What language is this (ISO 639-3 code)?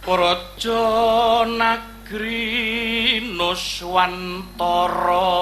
jav